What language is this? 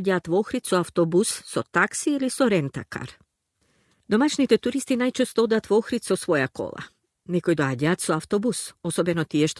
Macedonian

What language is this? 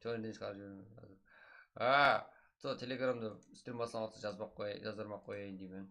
Kara-Kalpak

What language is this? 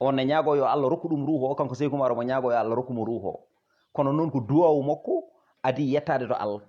Fula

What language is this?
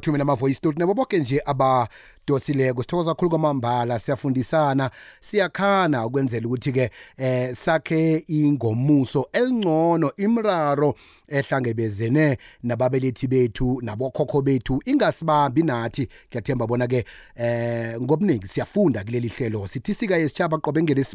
South Ndebele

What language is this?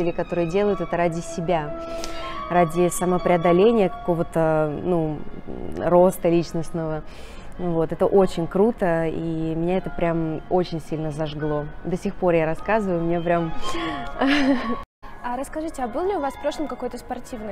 Russian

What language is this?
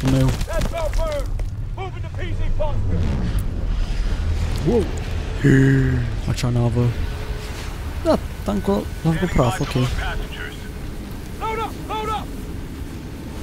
Romanian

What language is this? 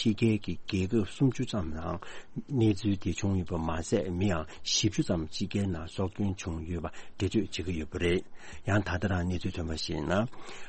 Tibetan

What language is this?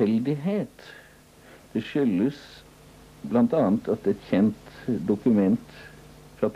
Norwegian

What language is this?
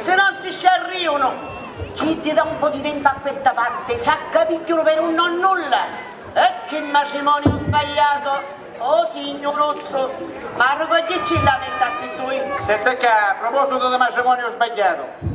Sicilian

